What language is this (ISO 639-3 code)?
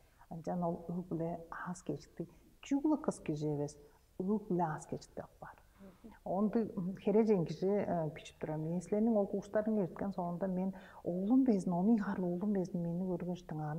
tyv